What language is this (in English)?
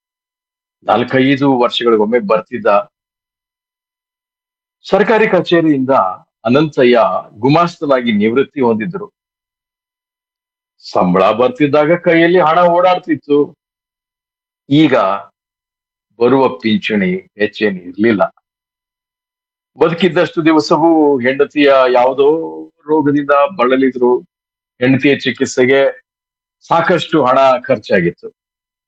Kannada